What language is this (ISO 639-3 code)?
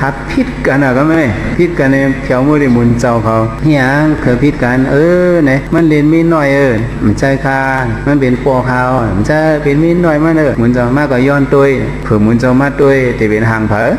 shn